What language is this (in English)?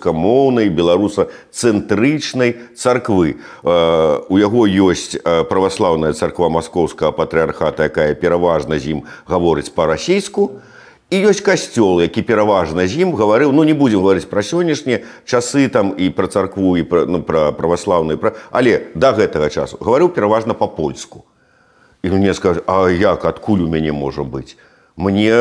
Belarusian